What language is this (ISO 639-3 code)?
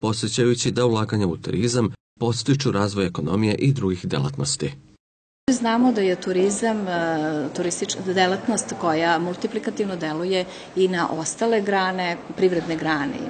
srp